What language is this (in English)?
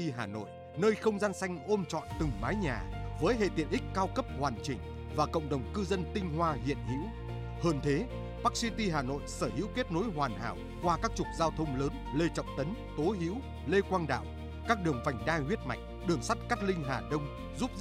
Vietnamese